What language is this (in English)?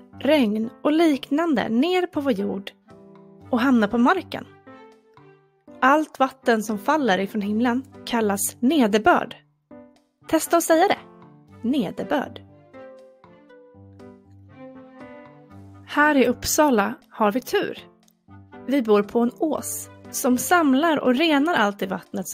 Swedish